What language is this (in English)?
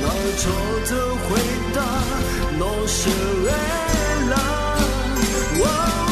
Akha